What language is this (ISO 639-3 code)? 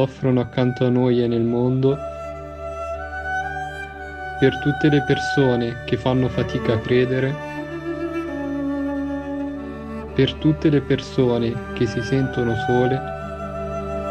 ita